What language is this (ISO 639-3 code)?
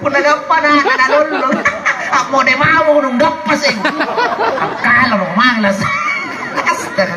mak